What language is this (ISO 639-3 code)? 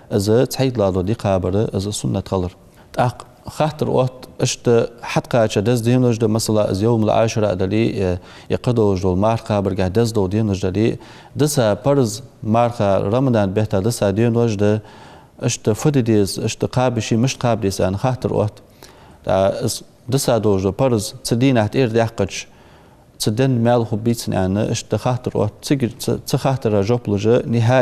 inh